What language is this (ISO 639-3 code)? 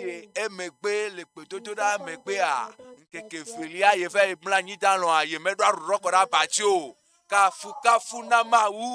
ewe